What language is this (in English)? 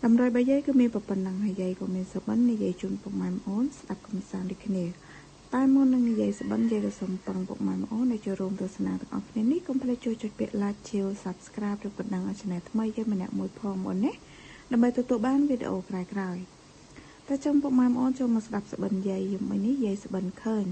Khmer